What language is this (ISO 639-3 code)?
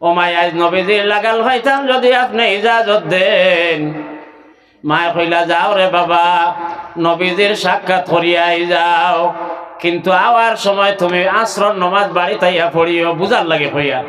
syl